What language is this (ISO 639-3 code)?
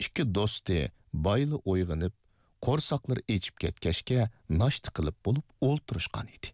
uig